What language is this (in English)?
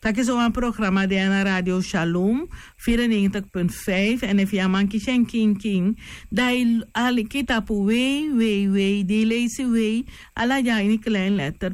Sranan Tongo